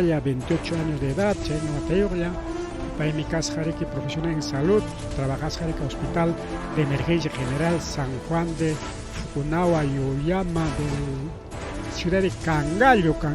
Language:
Ayacucho Quechua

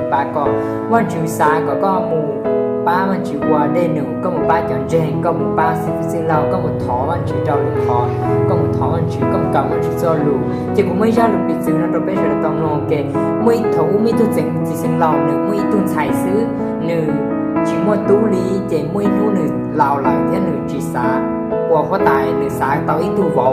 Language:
Hmong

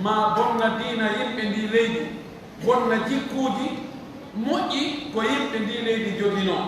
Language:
Pular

